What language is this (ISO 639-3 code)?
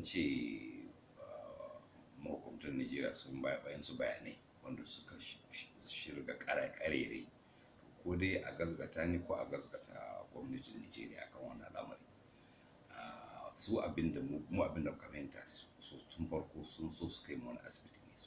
hau